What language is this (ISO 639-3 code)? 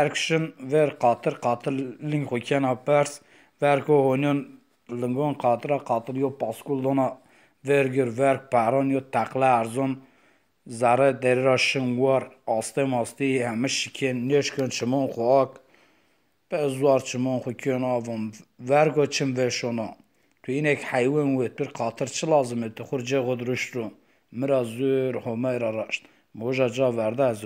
zza